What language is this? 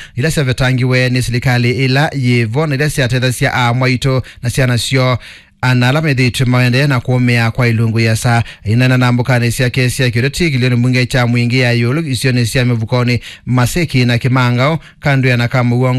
Kamba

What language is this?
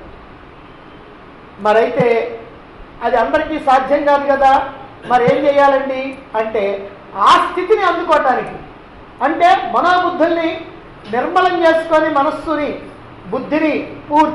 Telugu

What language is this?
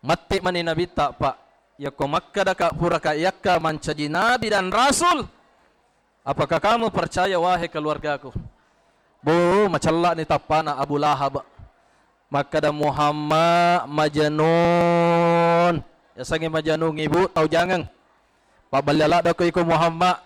Buginese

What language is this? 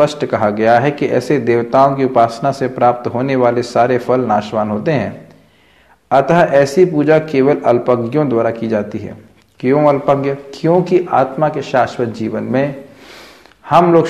Hindi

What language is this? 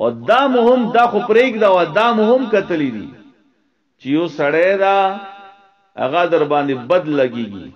Pashto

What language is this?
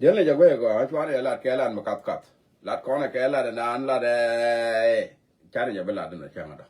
Nuer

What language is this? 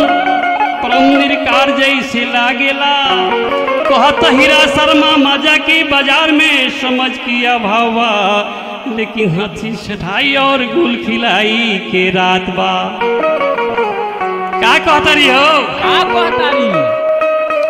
Bhojpuri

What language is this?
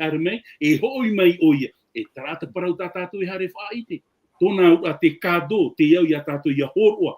Tahitian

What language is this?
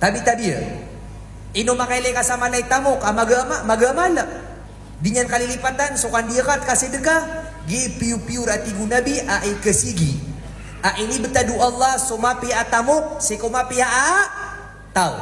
Maranao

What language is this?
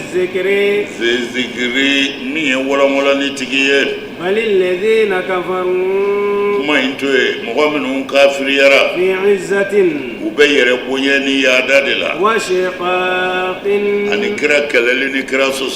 Bambara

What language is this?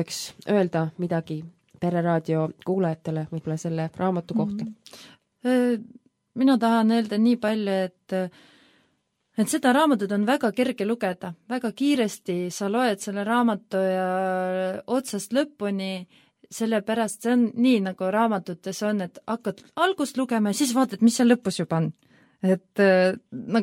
Estonian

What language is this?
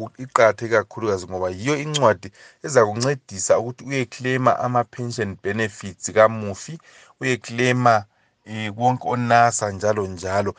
North Ndebele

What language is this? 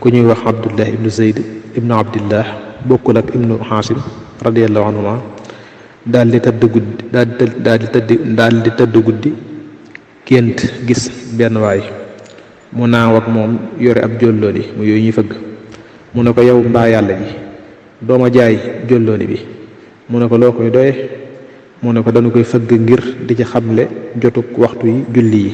Wolof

